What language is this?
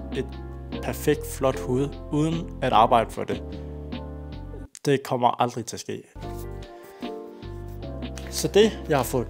Danish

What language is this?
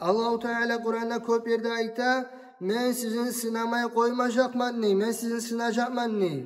Kumyk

